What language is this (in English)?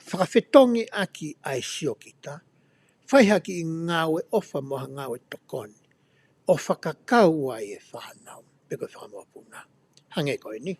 Tongan